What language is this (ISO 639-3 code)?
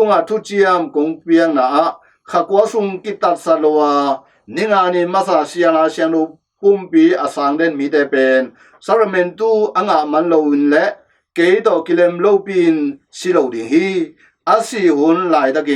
ctd